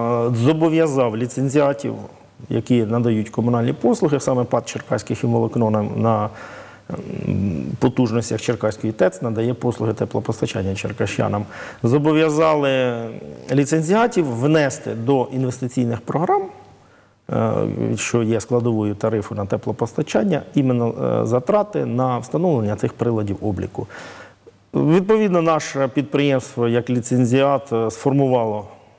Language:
Ukrainian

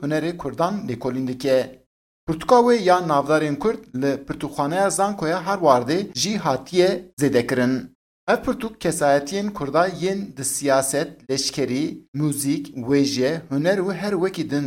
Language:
Kurdish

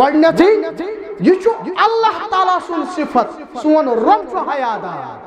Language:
Kashmiri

